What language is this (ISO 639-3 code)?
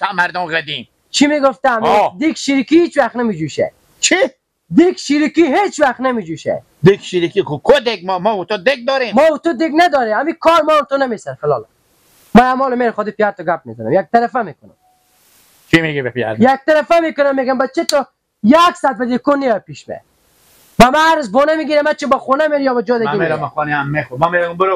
fas